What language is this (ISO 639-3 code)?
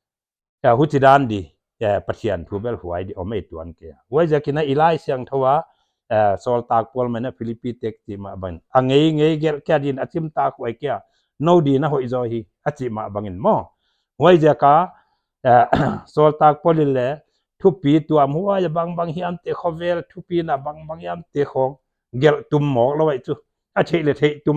pck